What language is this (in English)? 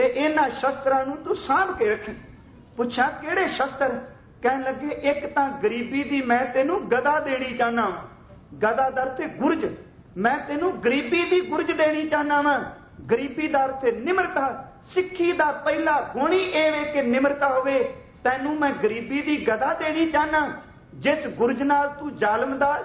Punjabi